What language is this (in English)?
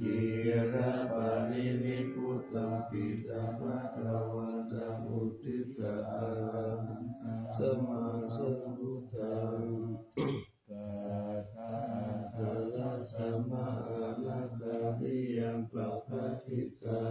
Pali